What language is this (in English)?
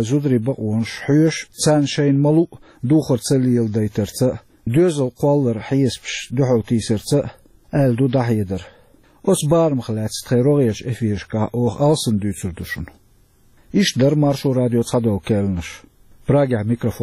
Chechen